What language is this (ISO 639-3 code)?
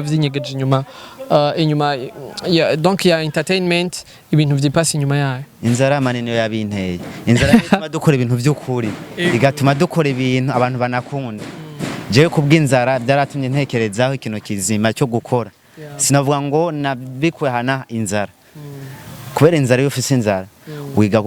run